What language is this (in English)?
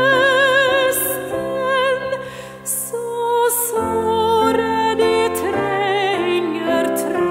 Norwegian